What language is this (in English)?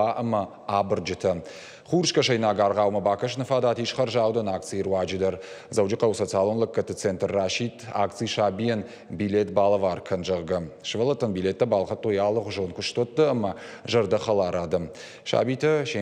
Ossetic